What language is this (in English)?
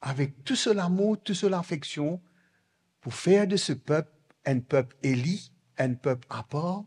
Morisyen